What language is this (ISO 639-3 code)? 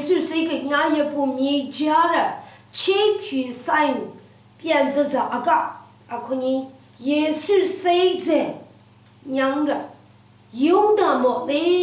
lsi